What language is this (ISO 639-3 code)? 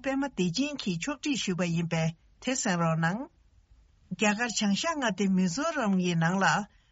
bod